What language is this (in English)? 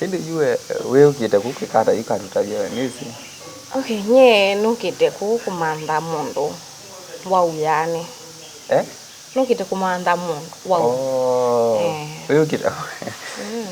Kamba